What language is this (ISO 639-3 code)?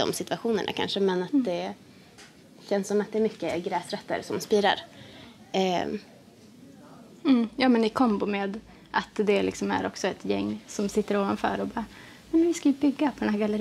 swe